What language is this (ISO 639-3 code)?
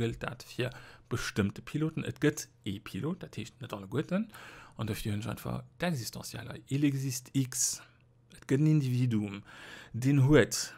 ltz